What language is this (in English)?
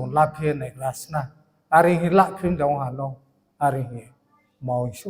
Riang (India)